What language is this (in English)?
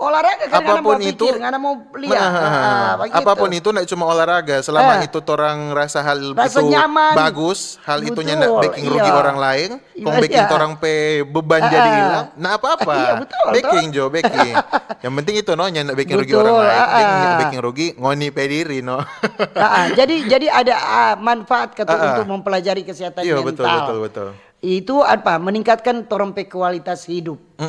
Manado Malay